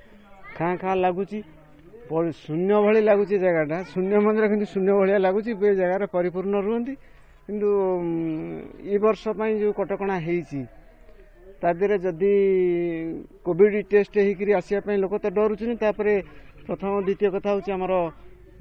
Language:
Odia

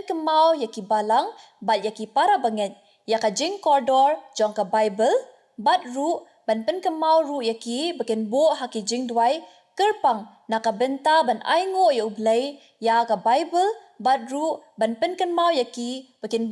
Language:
Khasi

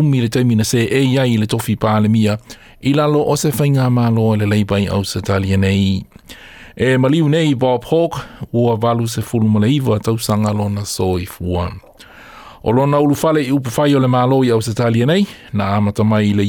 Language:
Samoan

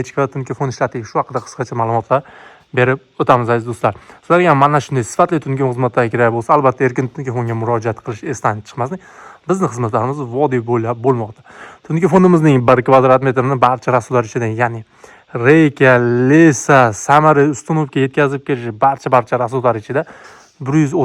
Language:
Uzbek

